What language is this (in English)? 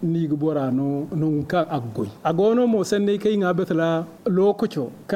Zarma